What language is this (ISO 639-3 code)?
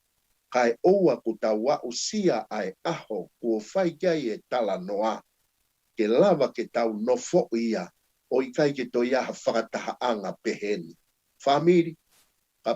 ton